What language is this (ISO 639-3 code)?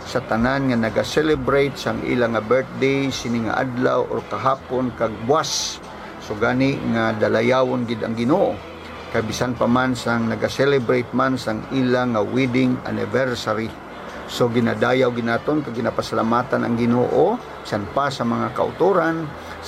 hil